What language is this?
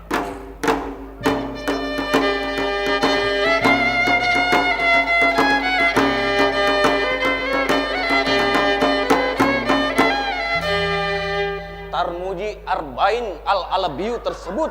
Banjar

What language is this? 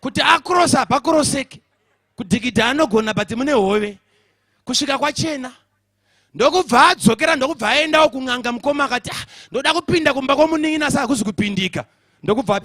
Shona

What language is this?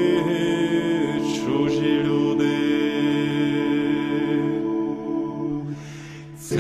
Ukrainian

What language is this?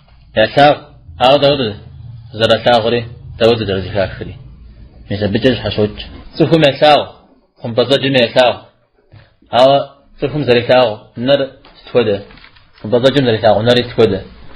Kabardian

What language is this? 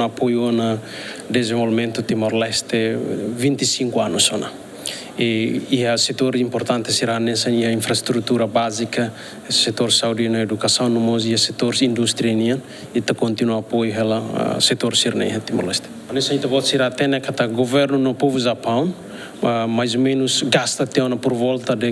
Tetum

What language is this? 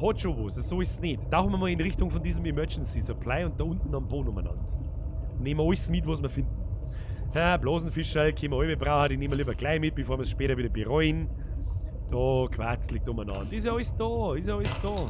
Bavarian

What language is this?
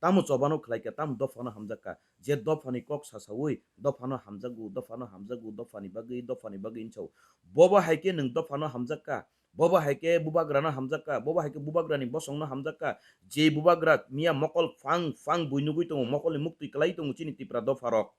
Kok Borok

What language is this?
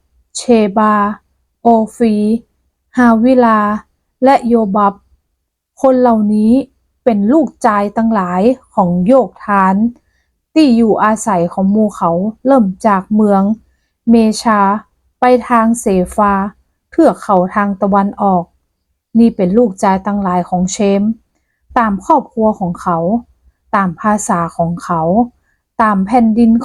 Northern Thai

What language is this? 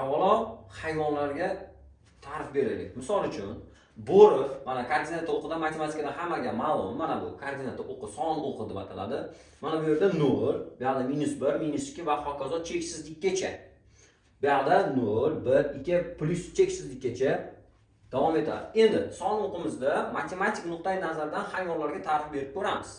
Uzbek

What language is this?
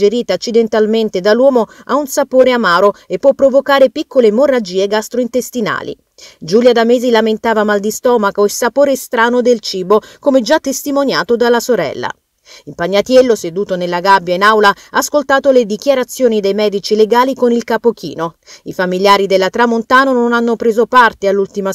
Italian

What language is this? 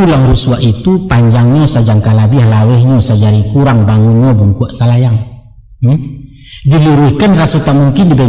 Minangkabau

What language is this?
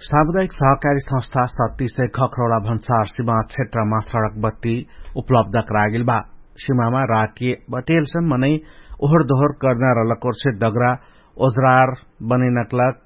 Dangaura Tharu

